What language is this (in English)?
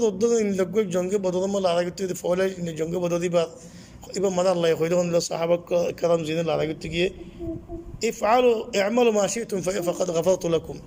Rohingya